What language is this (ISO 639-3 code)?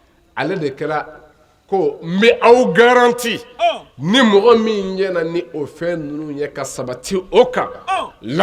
bam